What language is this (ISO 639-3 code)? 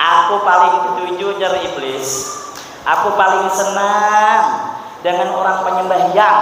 bjn